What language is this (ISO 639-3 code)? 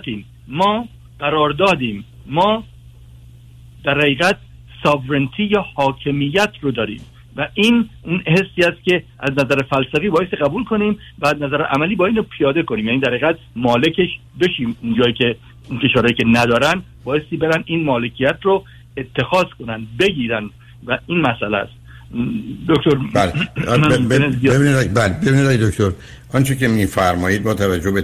fas